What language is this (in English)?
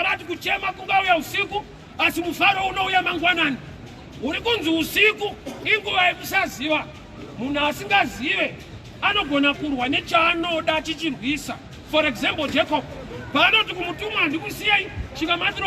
Shona